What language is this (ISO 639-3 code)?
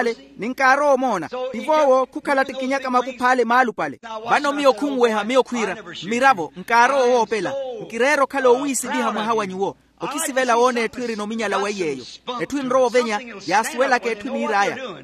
vmw